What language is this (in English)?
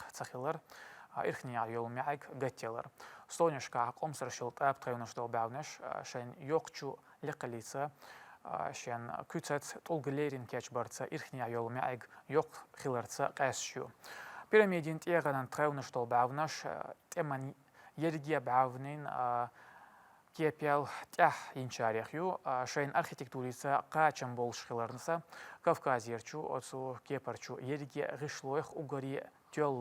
Chechen